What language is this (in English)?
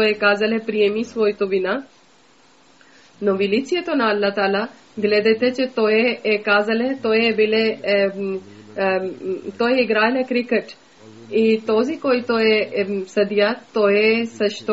Bulgarian